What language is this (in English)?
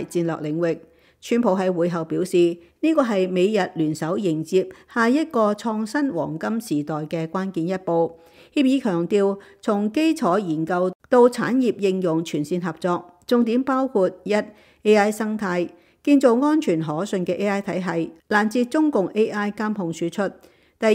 Cantonese